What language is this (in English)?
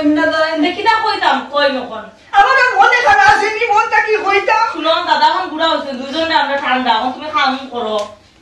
Sylheti